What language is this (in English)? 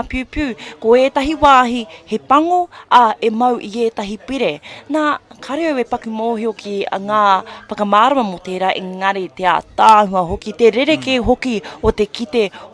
Māori